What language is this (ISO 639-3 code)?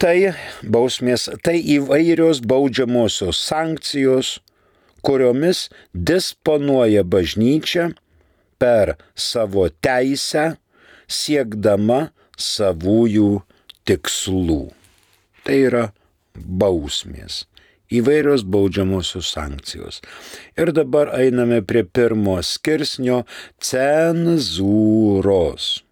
lit